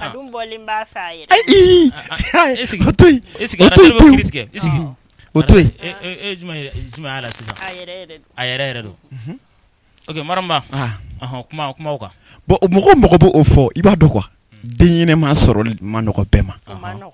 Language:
Bambara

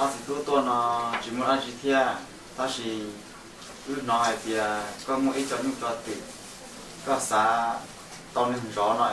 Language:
Hmong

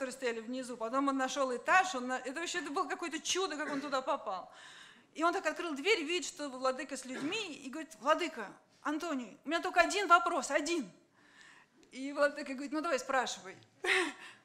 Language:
Russian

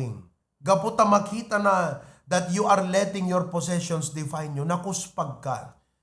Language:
Iloko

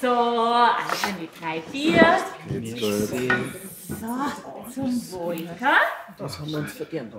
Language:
Bavarian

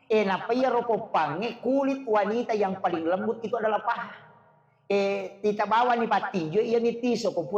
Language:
Buginese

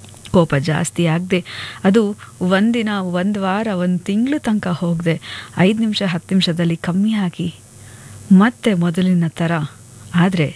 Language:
Kannada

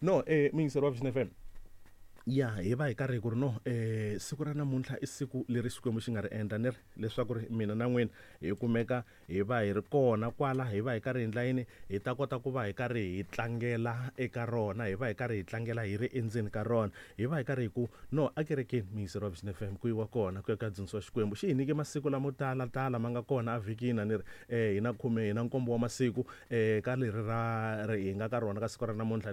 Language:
Tsonga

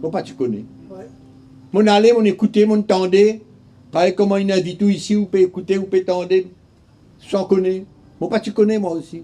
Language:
Morisyen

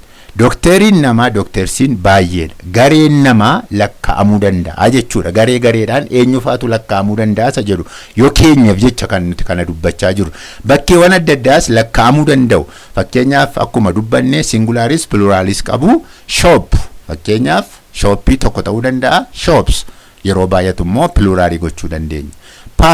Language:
Oromo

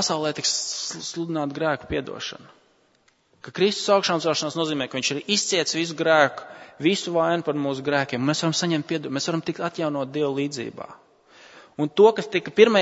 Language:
Latvian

